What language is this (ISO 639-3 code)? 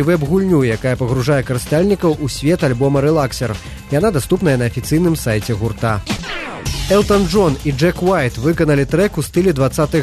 bel